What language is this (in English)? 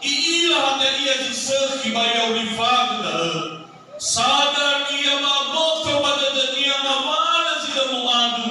Nias